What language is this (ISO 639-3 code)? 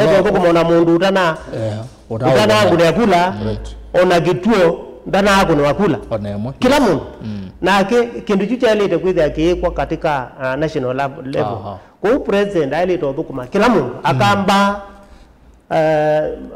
kam